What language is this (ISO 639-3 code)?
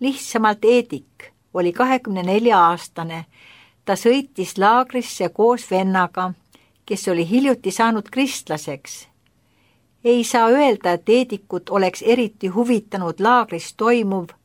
est